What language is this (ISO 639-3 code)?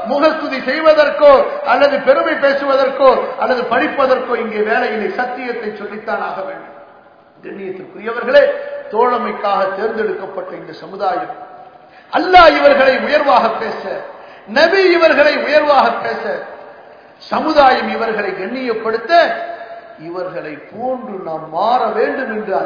tam